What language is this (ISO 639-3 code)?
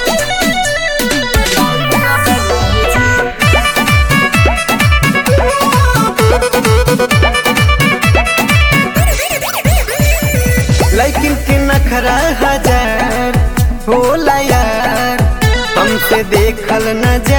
bho